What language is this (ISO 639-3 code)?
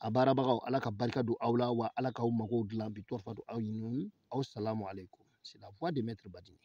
bam